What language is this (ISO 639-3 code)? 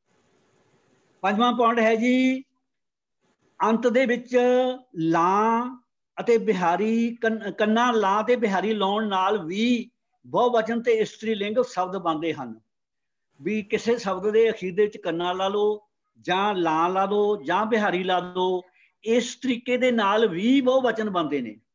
pan